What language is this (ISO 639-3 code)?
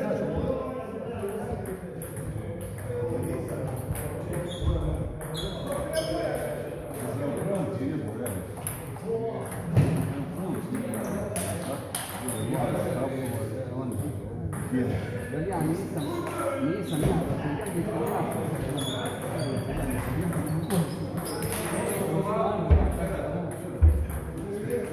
hrv